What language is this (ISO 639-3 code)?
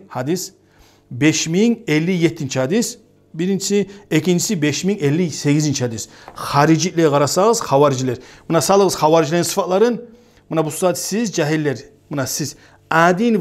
kum